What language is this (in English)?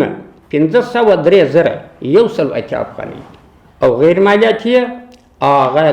Pashto